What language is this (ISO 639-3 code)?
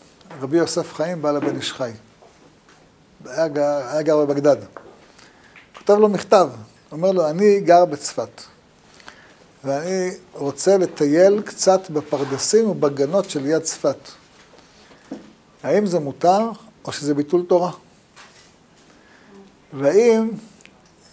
heb